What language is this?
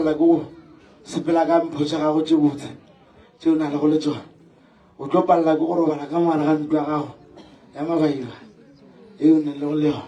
Northern Sotho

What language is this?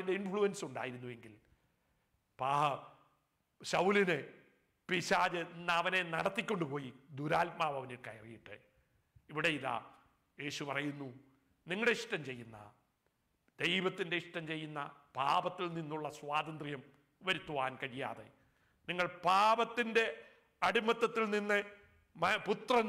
Malayalam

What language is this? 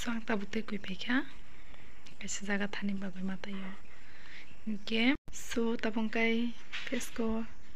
Kok Borok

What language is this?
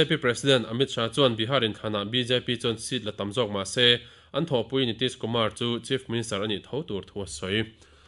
Mizo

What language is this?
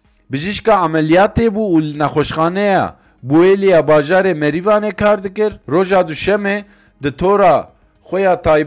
Kurdish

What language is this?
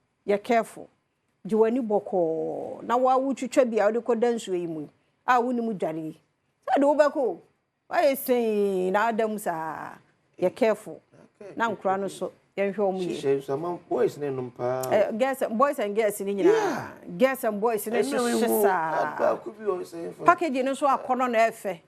Akan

